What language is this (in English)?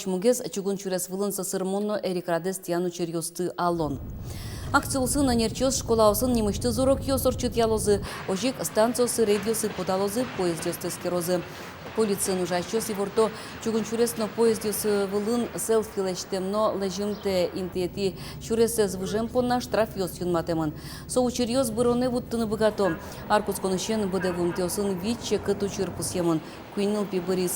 Udmurt